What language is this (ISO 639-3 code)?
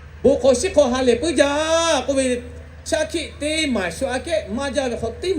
lhu